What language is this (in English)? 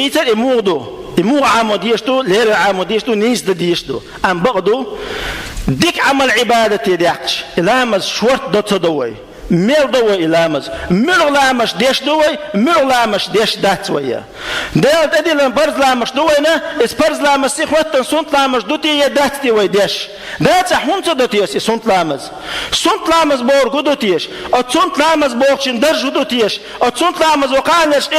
Chechen